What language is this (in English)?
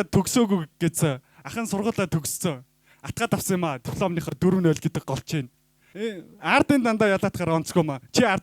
Mongolian